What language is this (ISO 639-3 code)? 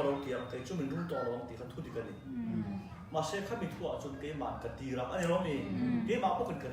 lus